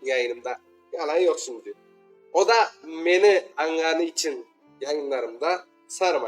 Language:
Crimean Tatar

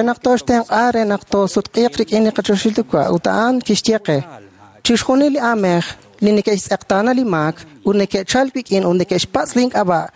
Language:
Kekchí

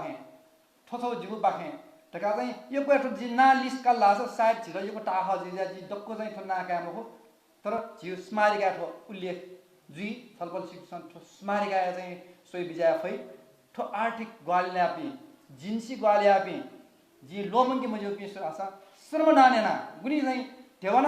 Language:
Newari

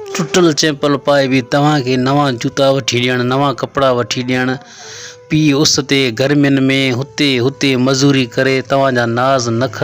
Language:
Sindhi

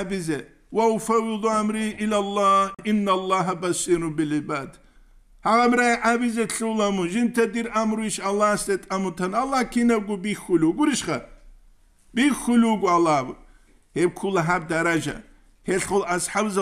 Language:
Avaric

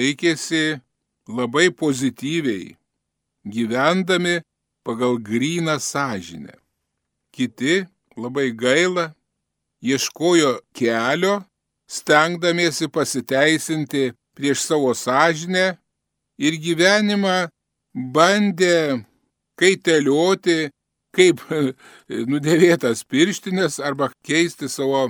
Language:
Lithuanian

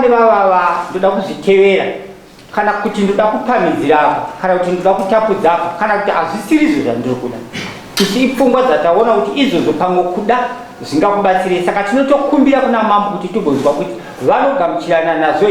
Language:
Shona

